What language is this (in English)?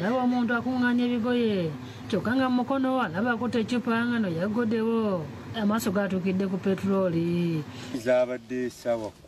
Ganda